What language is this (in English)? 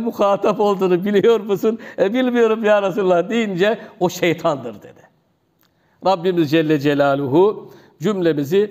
Turkish